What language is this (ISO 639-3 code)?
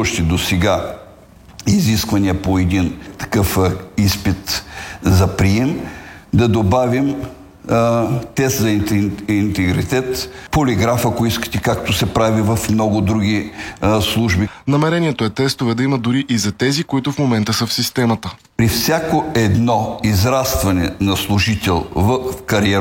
bul